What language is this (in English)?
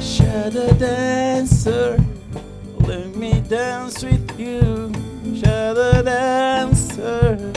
Meru